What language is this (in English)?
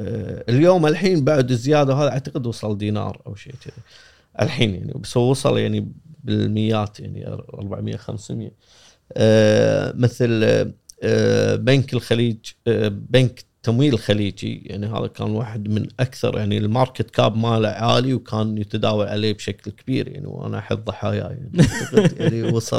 Gulf Arabic